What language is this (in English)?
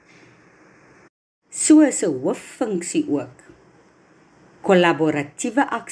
Afrikaans